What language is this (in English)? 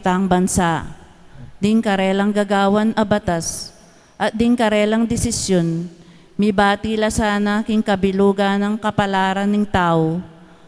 Pampanga